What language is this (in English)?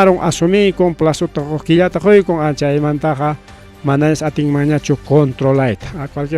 Ayacucho Quechua